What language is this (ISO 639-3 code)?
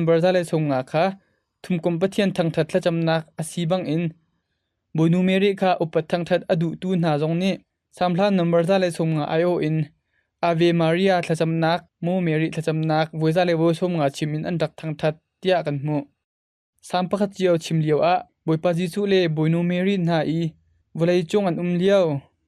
cnh